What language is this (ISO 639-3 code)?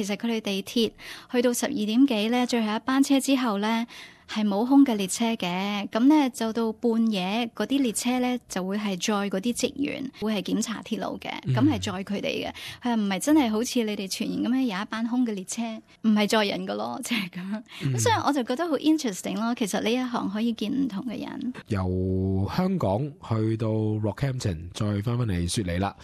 yue